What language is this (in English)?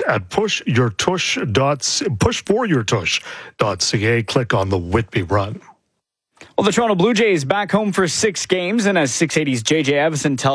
English